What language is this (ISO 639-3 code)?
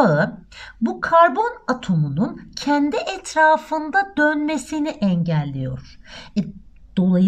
tur